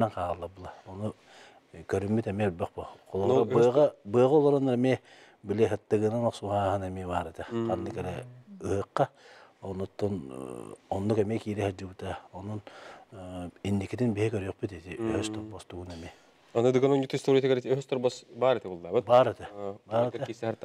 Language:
Yakut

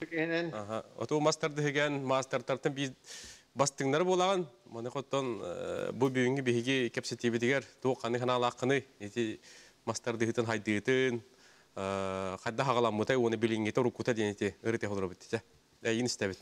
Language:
Yakut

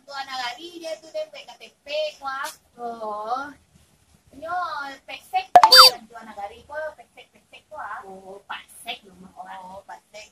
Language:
Minangkabau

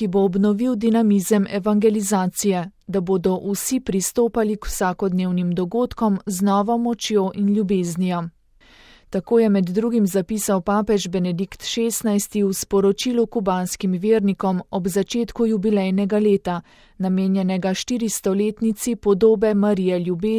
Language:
Slovenian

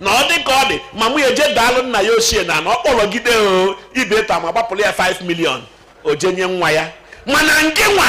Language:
Igbo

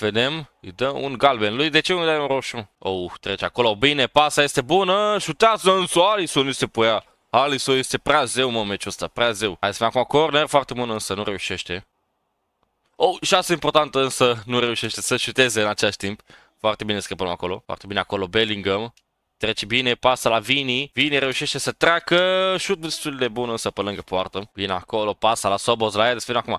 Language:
Romanian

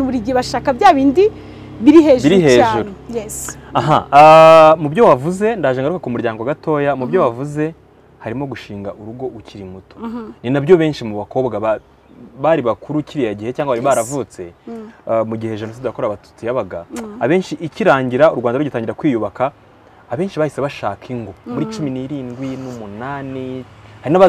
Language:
Kinyarwanda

